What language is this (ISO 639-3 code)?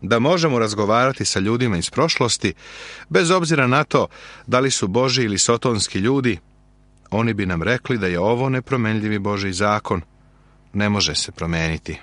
srp